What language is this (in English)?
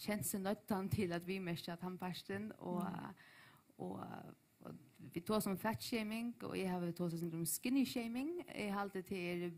Faroese